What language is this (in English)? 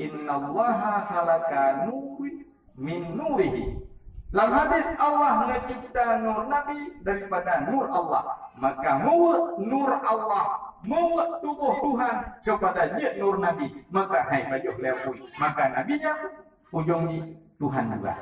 Achinese